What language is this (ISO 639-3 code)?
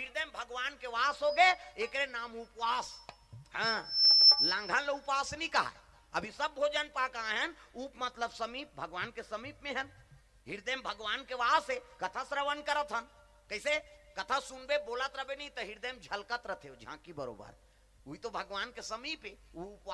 hne